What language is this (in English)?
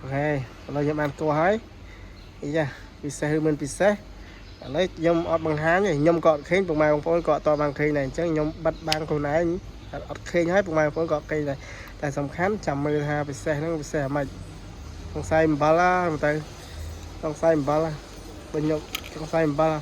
Khmer